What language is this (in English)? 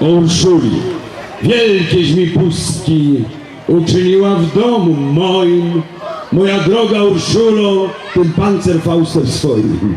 Silesian